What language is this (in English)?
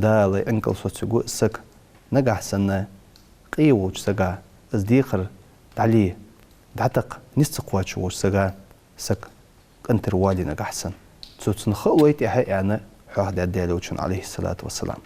Ingush